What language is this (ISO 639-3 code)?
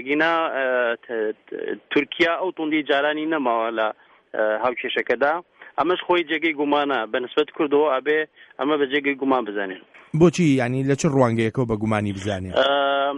ckb